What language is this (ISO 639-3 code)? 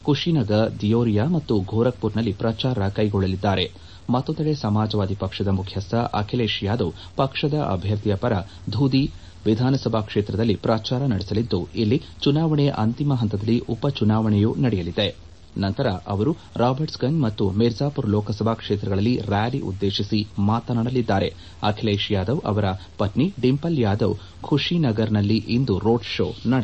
kan